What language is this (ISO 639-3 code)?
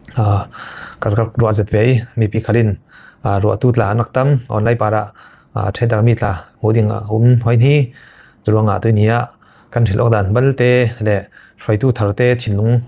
cfm